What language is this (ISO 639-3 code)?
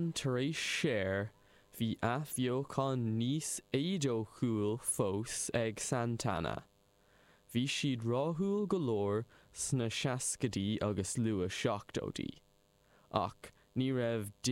gle